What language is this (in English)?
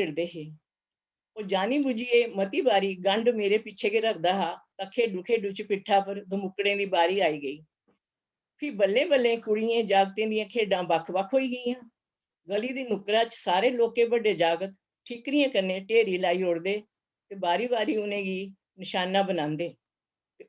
Dogri